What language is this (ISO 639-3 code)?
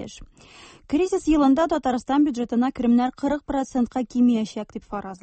tat